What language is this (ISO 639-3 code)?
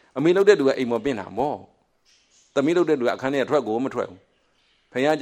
mya